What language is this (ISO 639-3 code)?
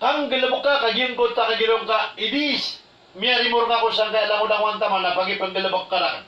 mrw